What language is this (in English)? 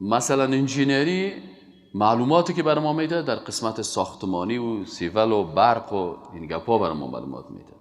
Persian